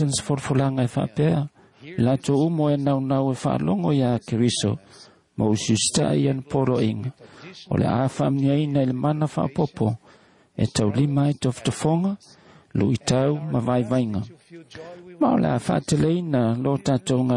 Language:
Samoan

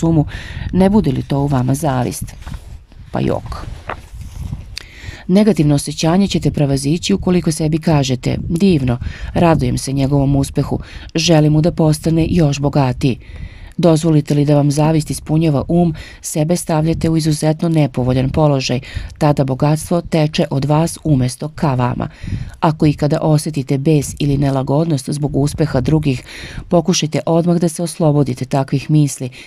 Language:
Serbian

